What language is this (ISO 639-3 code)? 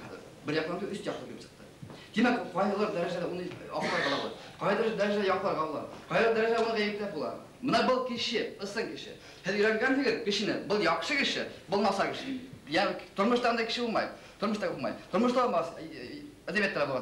bak